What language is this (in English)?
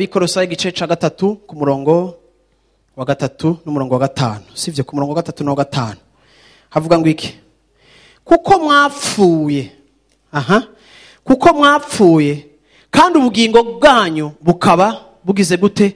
Rundi